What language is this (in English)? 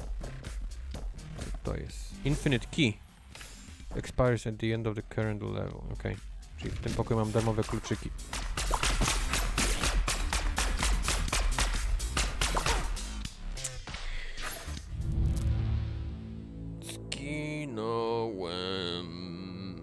Polish